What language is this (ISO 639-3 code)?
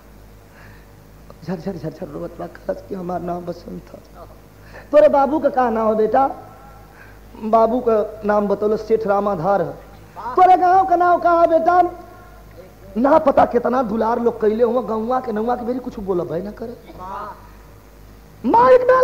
bho